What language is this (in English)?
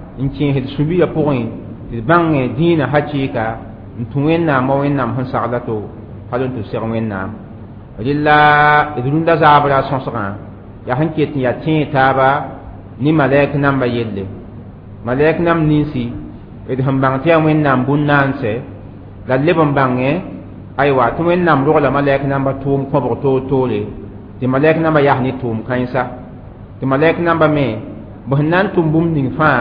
Mossi